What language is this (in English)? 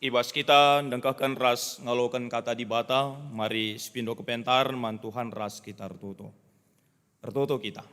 Batak Karo